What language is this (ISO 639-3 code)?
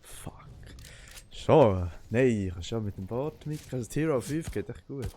gsw